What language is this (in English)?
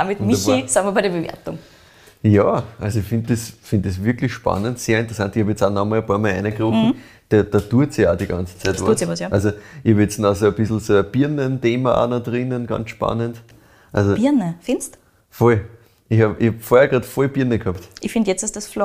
German